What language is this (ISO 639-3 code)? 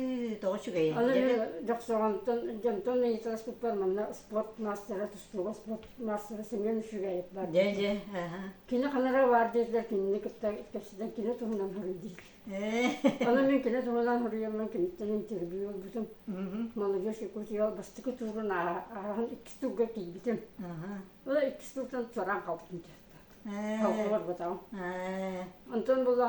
sah